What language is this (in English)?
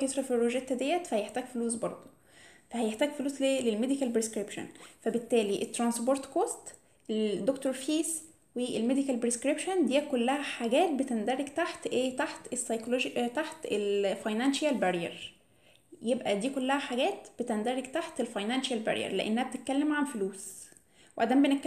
Egyptian Arabic